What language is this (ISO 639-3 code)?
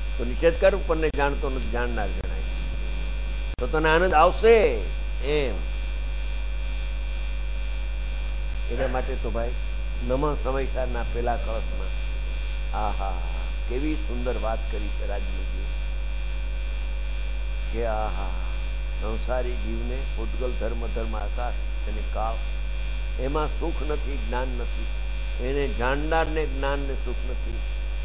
guj